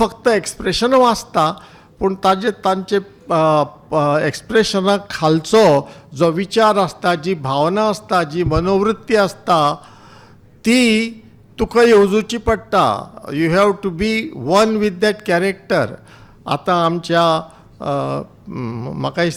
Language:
Konkani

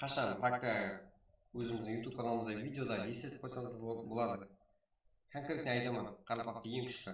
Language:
Kara-Kalpak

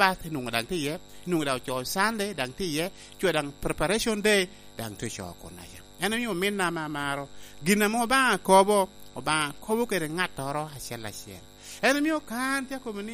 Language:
Lango (Uganda)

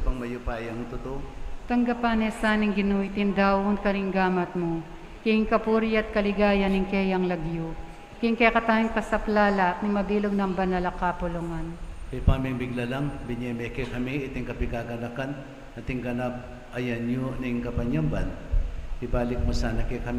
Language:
Pampanga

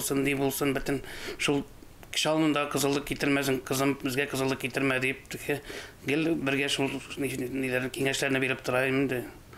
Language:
Tatar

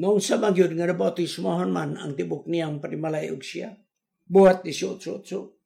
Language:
Cebuano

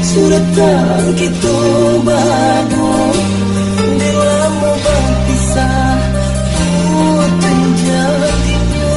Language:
Minangkabau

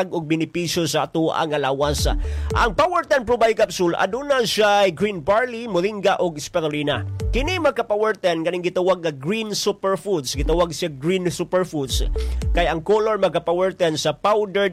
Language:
Cebuano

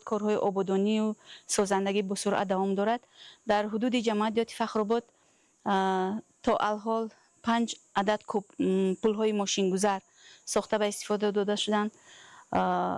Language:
Tajik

